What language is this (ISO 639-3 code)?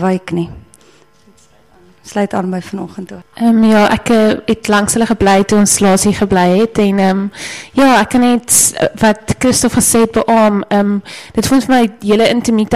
afr